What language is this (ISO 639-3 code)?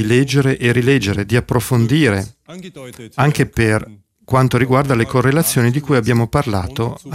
ita